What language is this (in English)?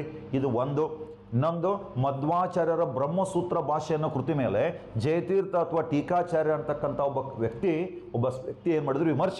Kannada